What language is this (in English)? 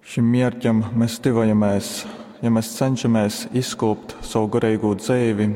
Latgalian